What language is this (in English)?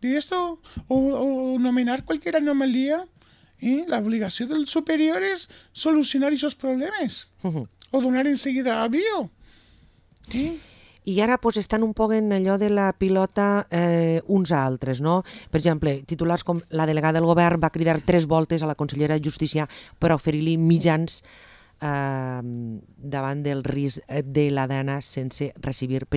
Catalan